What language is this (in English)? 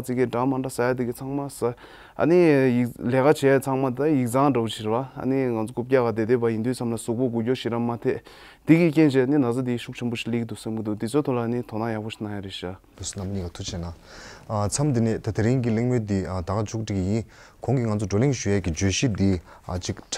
Tibetan